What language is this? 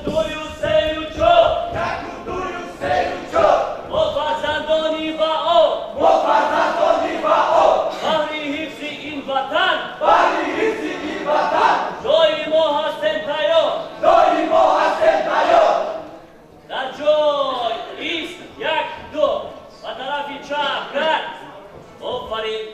Tajik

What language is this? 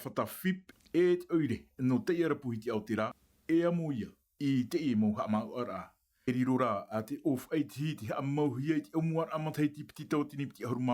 Tahitian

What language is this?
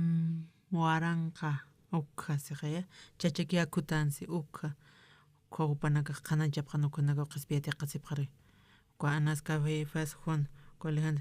Aymara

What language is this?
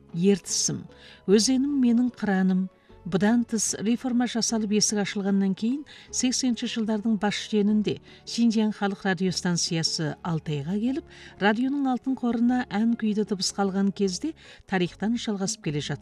Kazakh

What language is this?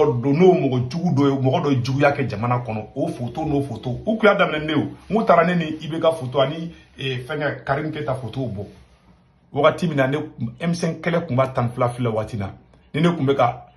Bambara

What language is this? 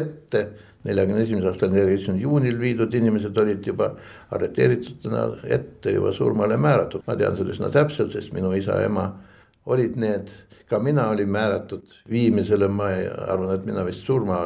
Estonian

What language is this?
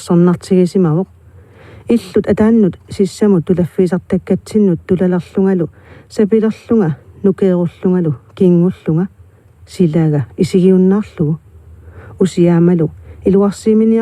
Kalaallisut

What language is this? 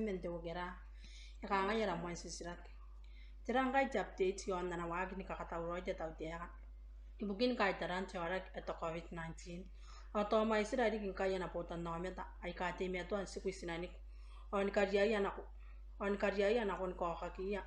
Gilbertese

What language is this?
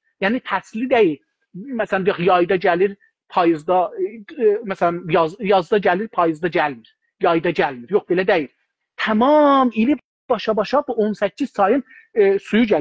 South Azerbaijani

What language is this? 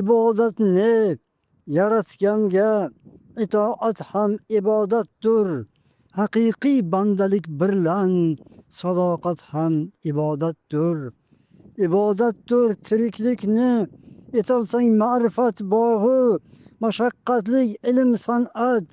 Uzbek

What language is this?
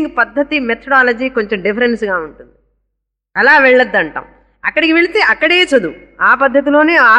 Telugu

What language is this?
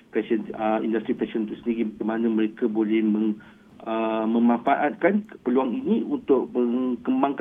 Malay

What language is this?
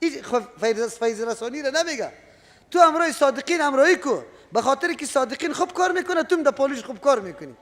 Persian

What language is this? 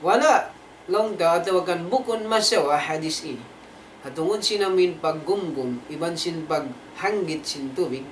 Tausug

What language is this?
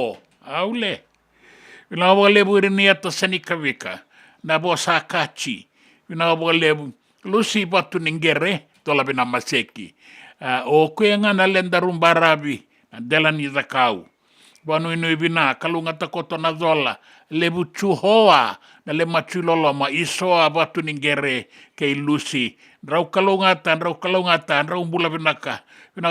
Fijian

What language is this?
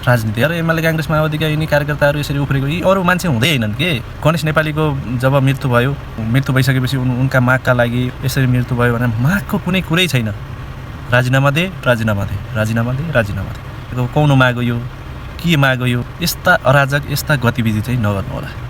Nepali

